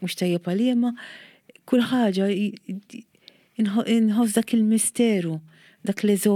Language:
Maltese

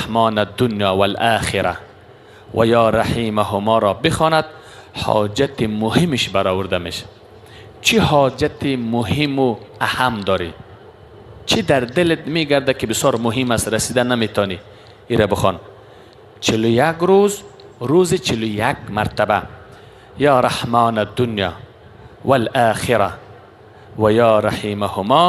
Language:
Persian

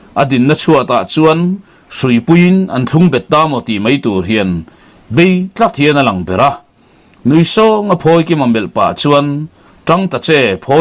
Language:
Mizo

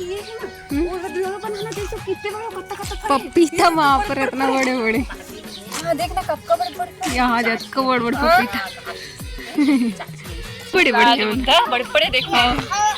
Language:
Chhattisgarhi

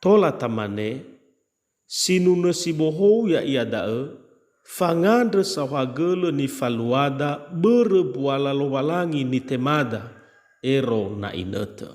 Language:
Nias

